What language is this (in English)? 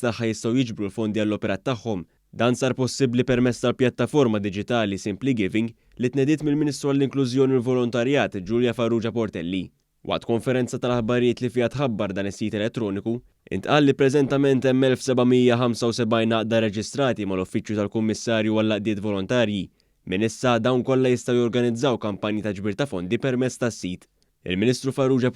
Maltese